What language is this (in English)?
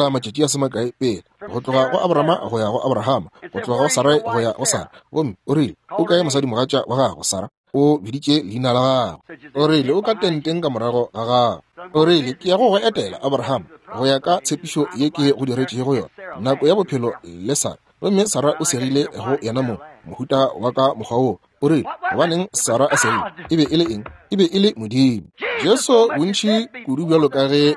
Northern Sotho